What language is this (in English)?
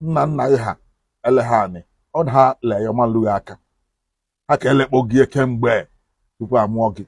Igbo